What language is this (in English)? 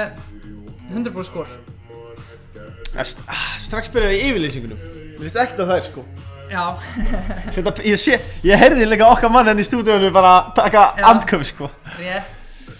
Icelandic